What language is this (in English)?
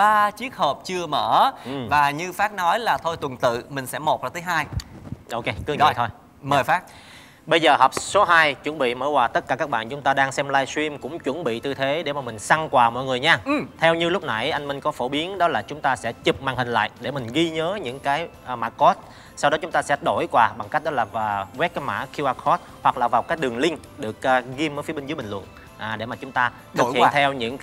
Vietnamese